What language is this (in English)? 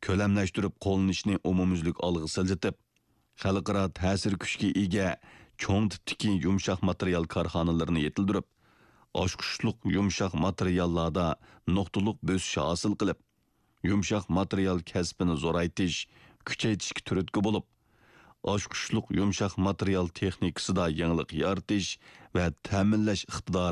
Uyghur